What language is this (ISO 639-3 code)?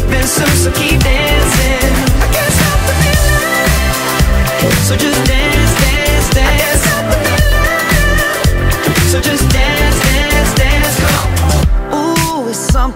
eng